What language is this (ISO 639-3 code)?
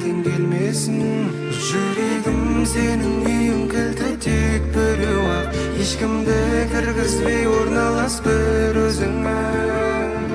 kaa